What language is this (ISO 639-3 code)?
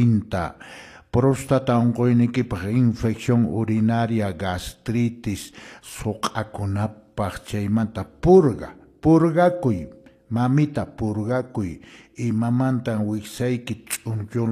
que